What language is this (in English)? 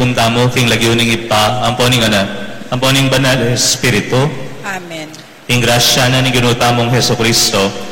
Pampanga